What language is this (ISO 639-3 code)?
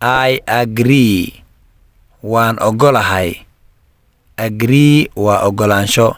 som